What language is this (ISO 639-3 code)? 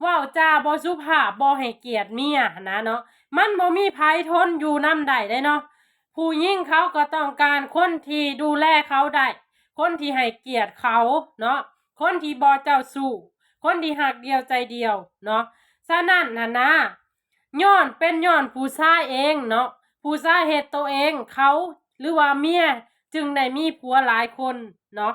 lao